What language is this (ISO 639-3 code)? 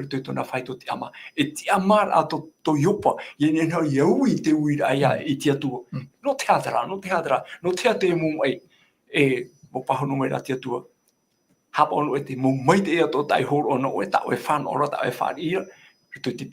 tah